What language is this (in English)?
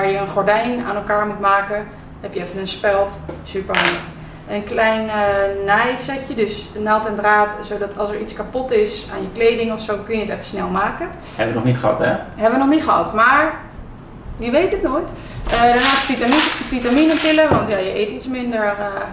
Dutch